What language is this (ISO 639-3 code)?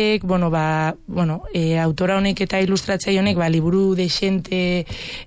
eus